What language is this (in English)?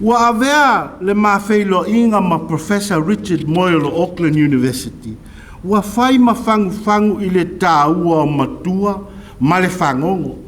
Samoan